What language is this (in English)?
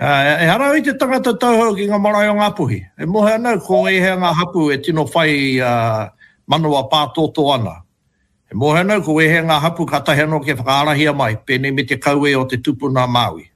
Māori